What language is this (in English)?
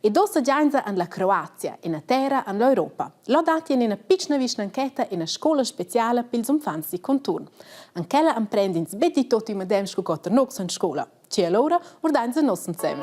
Romansh